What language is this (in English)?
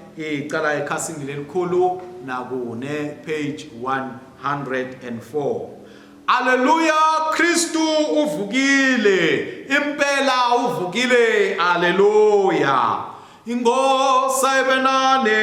Swati